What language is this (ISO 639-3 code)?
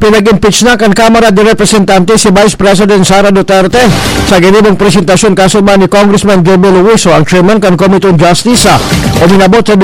bik